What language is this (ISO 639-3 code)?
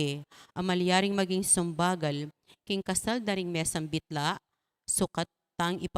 pam